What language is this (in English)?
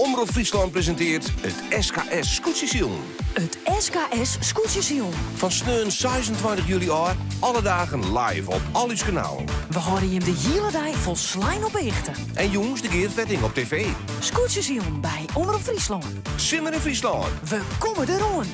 Western Frisian